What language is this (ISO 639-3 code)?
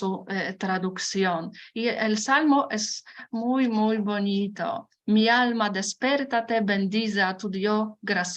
lad